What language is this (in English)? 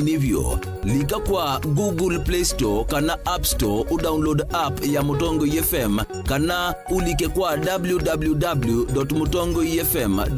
Kamba